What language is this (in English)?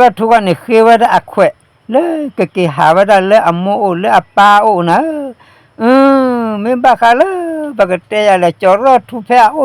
S'gaw Karen